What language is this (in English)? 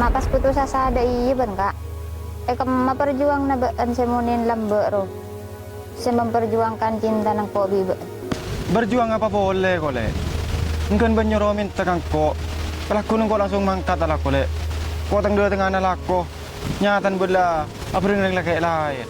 Madurese